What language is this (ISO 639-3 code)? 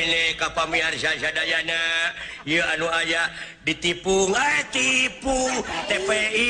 sun